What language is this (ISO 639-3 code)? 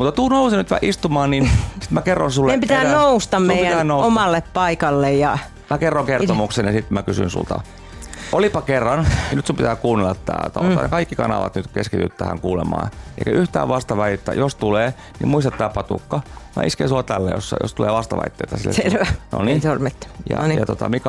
fin